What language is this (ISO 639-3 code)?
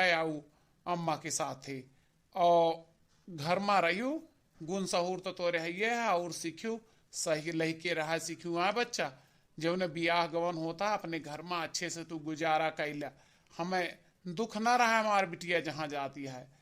awa